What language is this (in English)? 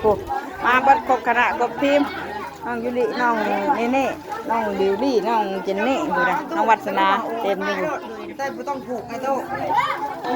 Northeastern Thai